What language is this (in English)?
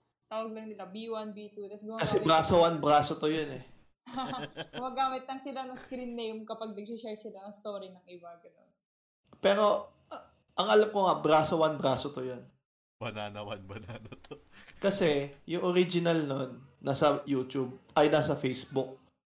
Filipino